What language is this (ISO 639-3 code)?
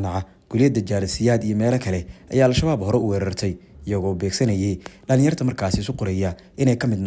som